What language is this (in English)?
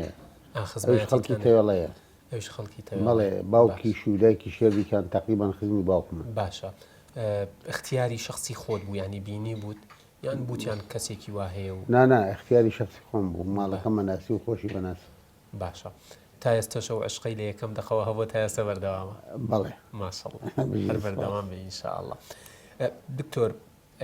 Central Kurdish